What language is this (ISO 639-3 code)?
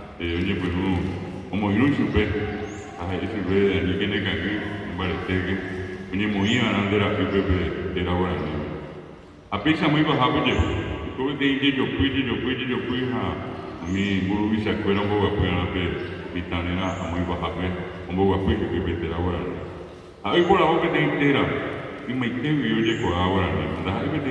grn